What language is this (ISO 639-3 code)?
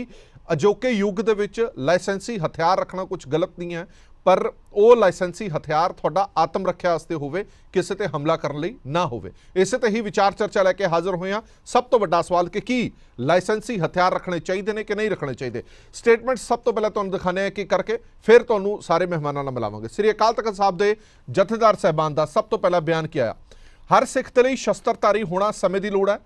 pan